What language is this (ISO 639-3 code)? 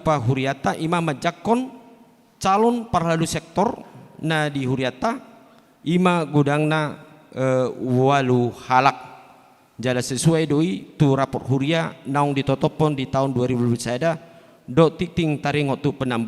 bbc